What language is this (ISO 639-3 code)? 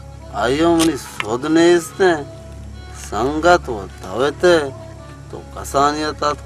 bal